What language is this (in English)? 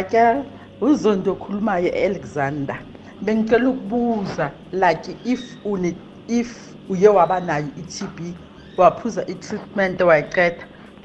South Ndebele